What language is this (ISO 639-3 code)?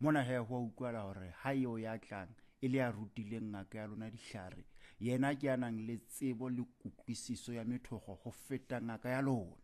sot